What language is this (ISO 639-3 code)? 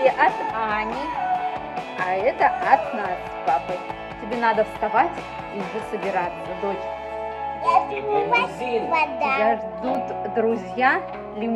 rus